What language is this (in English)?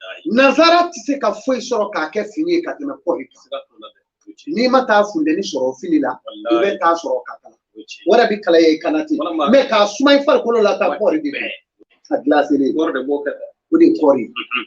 Bambara